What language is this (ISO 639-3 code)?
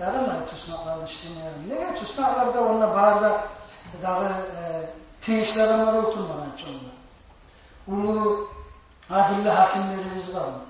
kum